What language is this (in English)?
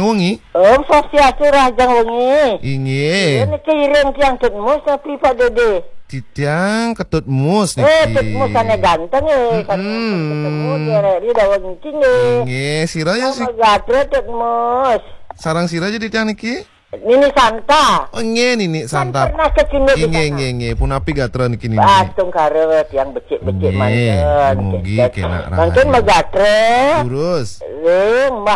Balinese